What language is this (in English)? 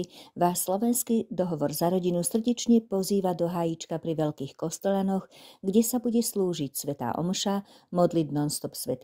Slovak